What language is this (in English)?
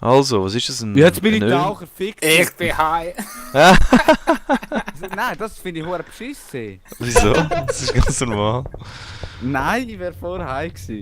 Swiss German